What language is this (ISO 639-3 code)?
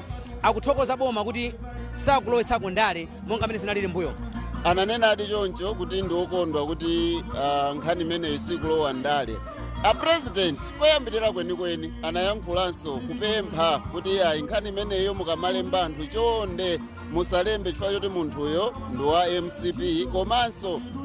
nya